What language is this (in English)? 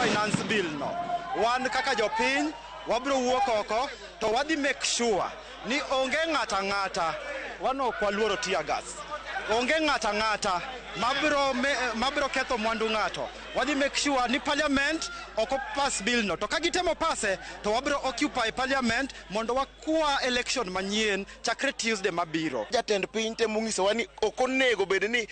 Luo (Kenya and Tanzania)